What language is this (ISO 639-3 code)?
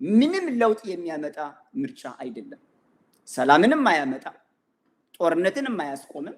amh